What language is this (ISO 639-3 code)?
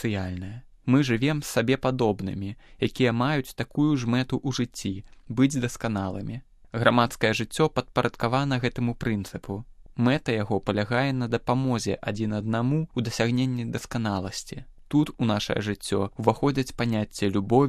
bel